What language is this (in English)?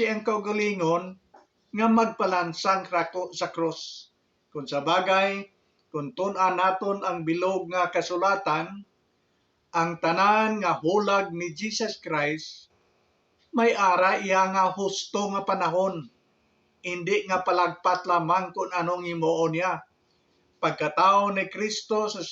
Hiligaynon